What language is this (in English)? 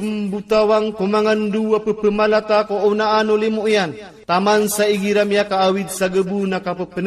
Maranao